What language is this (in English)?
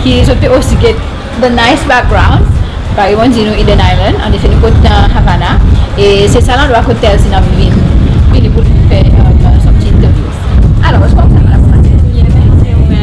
Seselwa Creole French